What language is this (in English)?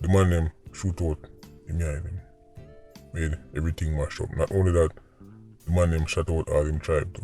Jamaican Creole English